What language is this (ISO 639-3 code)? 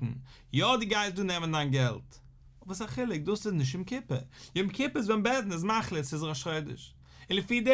yid